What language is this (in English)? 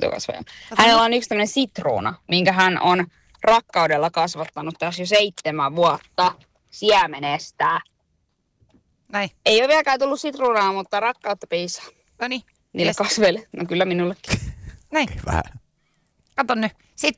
Finnish